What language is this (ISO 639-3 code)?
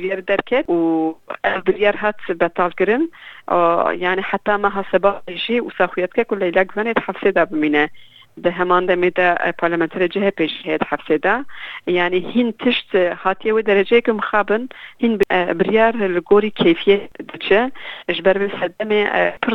kur